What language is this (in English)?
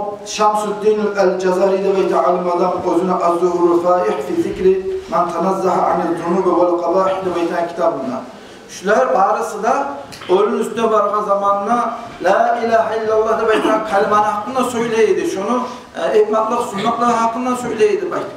Kumyk